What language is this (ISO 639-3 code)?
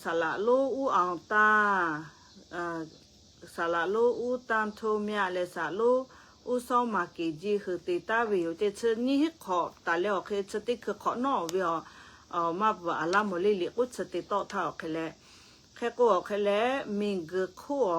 lhu